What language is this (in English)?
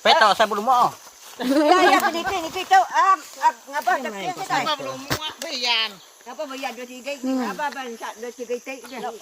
Iban